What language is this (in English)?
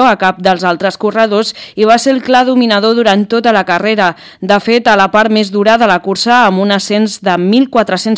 Catalan